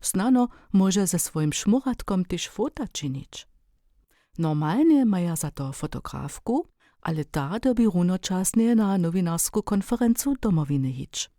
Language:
Upper Sorbian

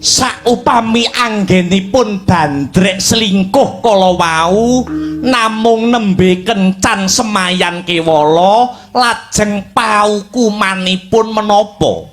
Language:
Javanese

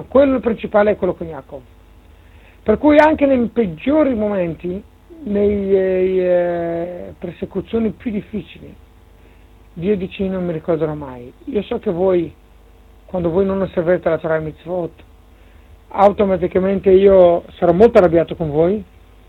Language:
Italian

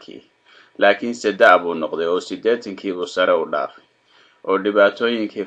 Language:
Somali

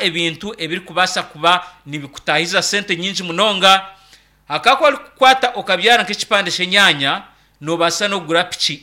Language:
Nyankole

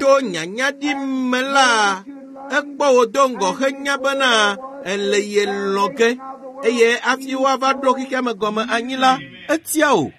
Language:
Ewe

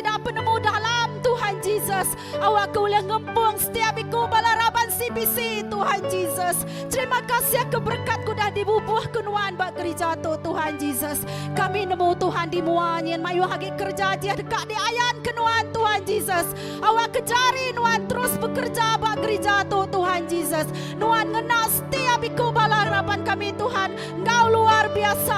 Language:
Iban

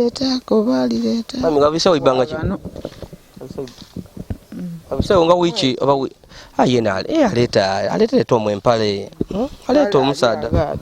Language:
Ganda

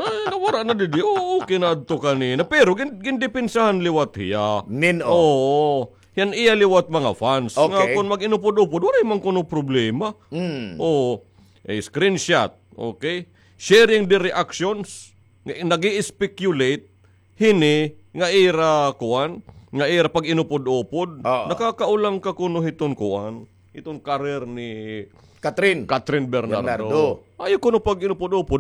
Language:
Waray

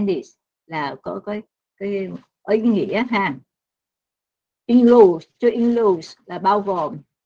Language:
Vietnamese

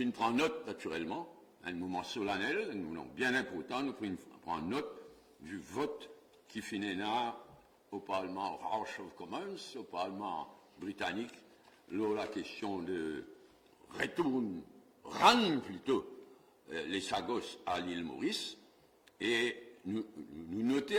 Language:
Morisyen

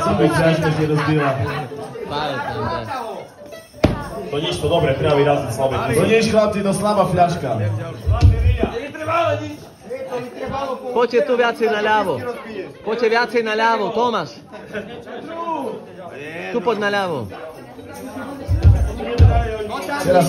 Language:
Slovak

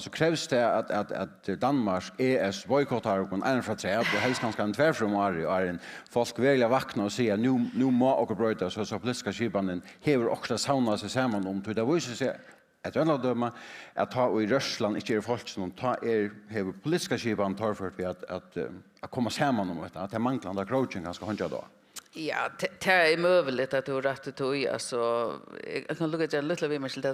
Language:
Faroese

